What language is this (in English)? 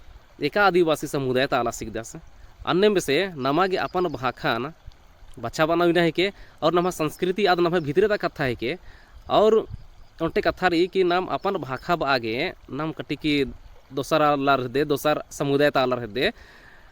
Kurukh